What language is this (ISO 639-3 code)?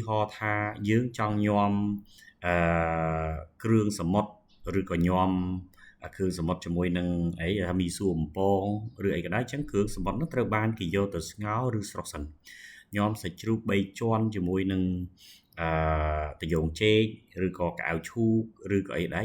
khm